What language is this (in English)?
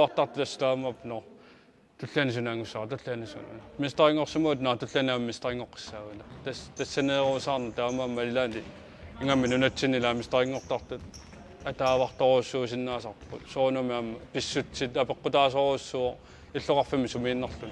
Kalaallisut